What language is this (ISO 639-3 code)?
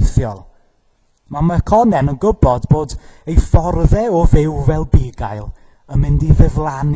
cym